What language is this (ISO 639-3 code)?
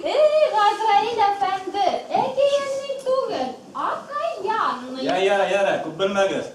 bak